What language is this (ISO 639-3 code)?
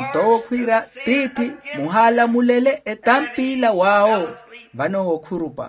vmw